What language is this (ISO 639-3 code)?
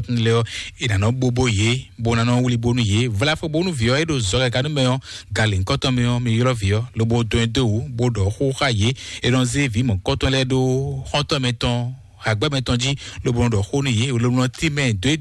fon